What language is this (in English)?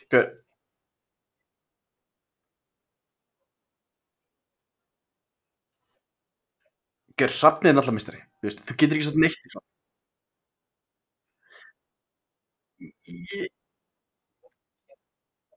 Icelandic